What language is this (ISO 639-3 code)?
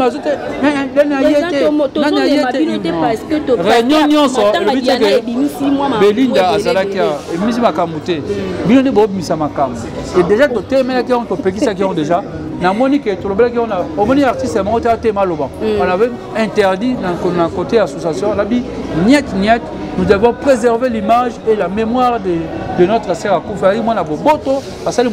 lin